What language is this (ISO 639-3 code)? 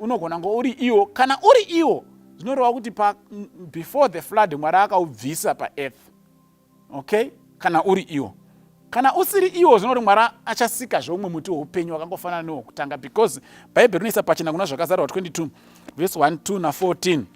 sna